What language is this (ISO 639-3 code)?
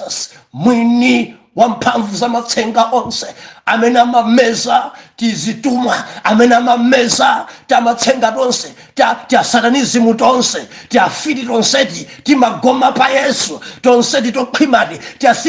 nya